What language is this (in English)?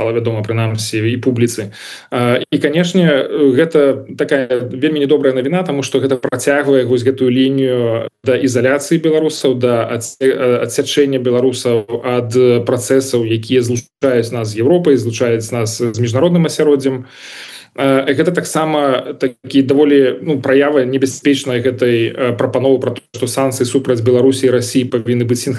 Belarusian